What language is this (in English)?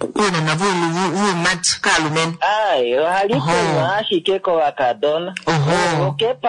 Kuanyama